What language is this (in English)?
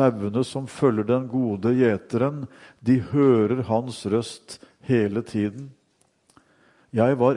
Norwegian